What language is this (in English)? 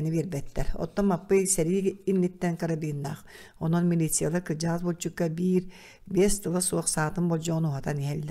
Yakut